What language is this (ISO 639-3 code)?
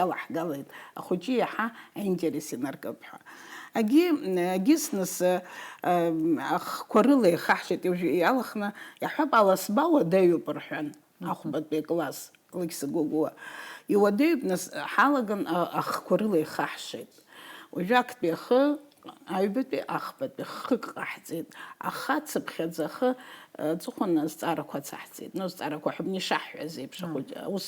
abk